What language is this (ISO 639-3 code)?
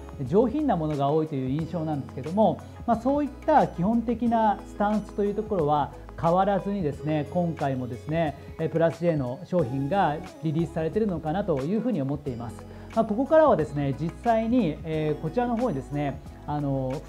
jpn